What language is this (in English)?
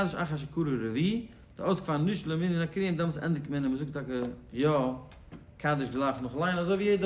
Yiddish